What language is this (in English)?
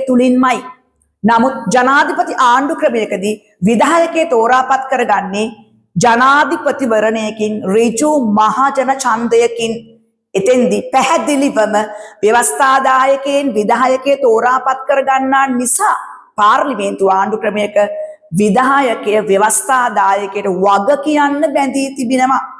Sinhala